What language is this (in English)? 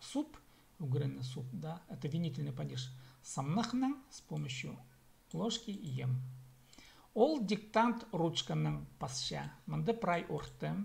Khakas